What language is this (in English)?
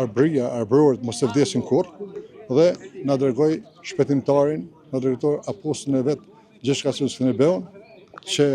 Albanian